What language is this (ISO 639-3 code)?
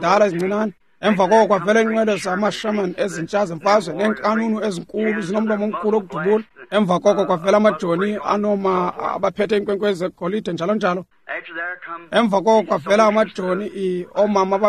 xho